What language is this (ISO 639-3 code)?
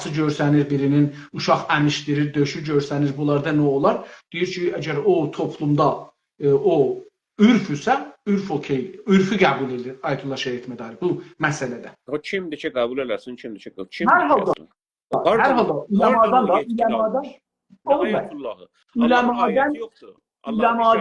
azb